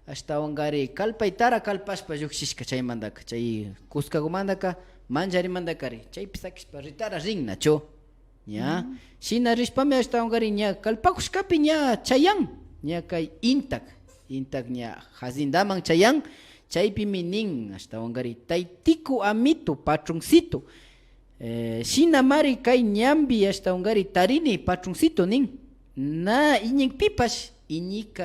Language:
Imbabura Highland Quichua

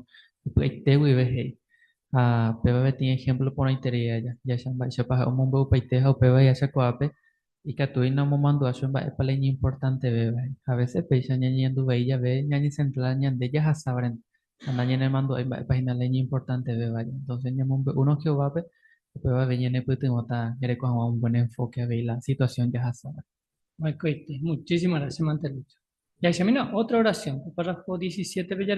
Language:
Guarani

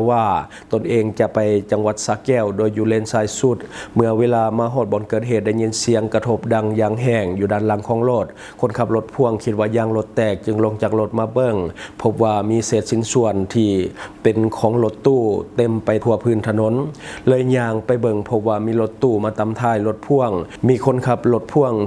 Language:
Lao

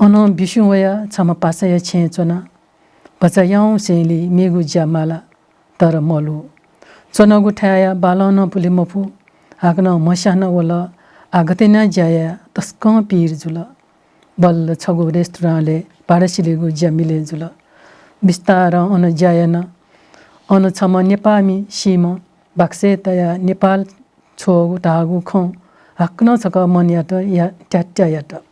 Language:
Newari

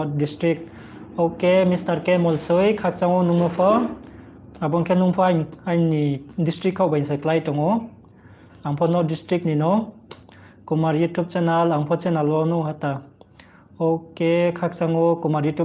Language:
Riang (India)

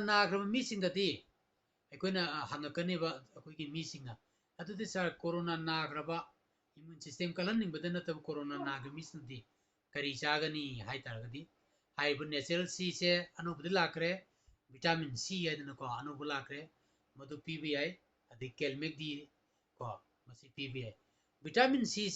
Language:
Manipuri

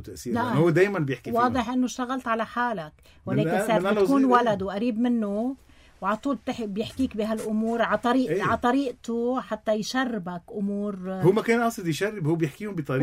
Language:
North Levantine Arabic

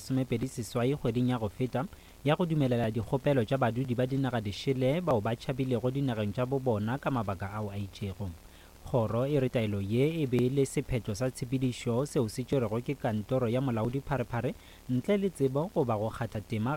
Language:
Northern Sotho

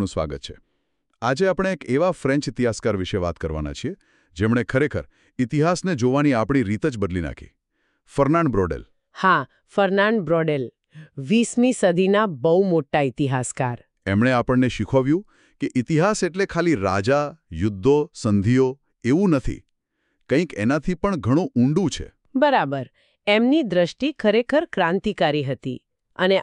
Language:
Gujarati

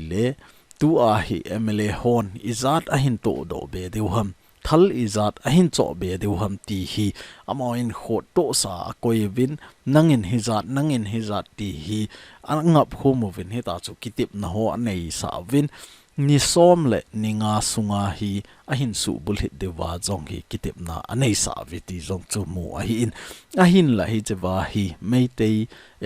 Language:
Thado Chin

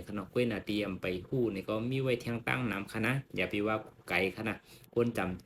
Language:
Shan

